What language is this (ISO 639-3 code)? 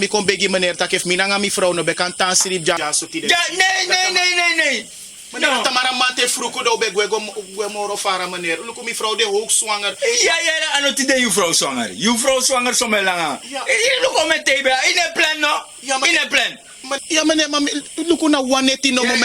srn